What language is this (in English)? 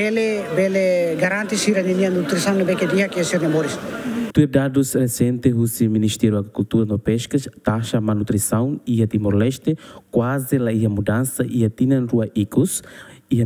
Tetum